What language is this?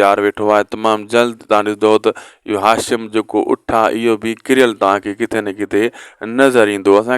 Sindhi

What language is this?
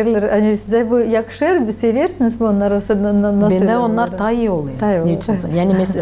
Gagauz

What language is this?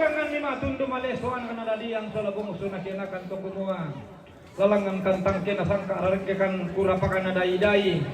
Toraja-Sa'dan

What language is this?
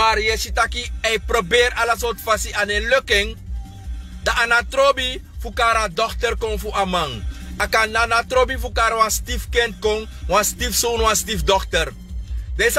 Sranan Tongo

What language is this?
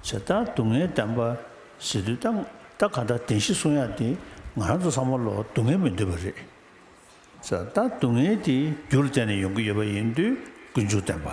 Tibetan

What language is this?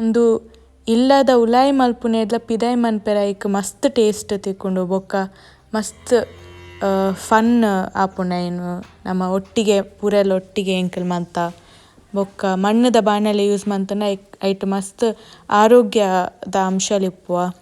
Tulu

